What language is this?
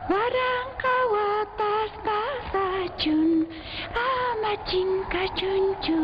South Bolivian Quechua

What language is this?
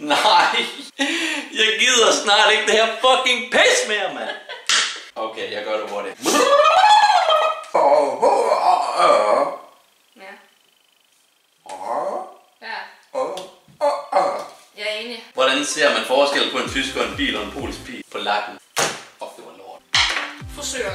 Danish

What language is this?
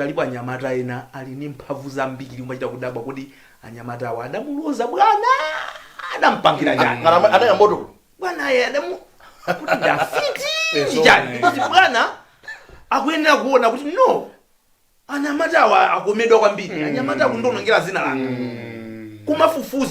Nyanja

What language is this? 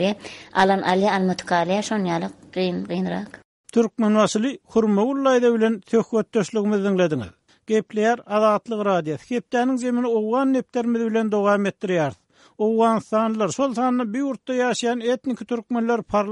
Turkmen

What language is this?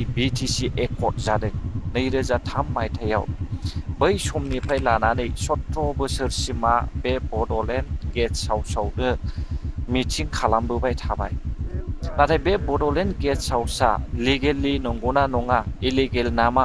Bodo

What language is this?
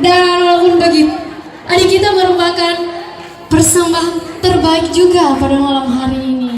Buginese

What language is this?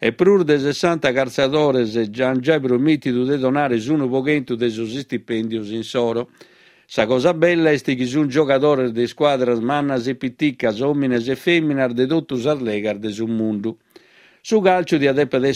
Sardinian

